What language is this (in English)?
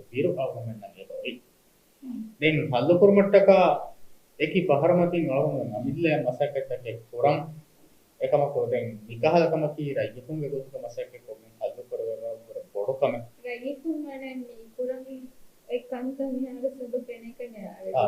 Divehi